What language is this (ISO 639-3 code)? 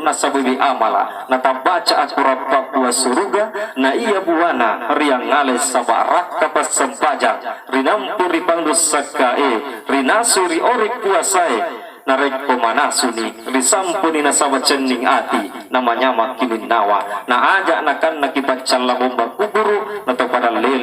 bug